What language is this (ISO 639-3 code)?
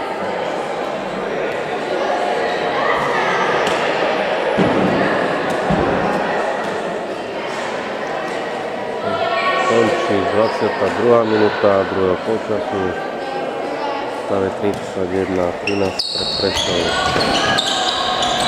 slk